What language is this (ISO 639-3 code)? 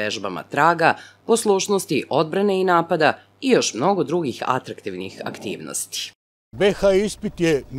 srp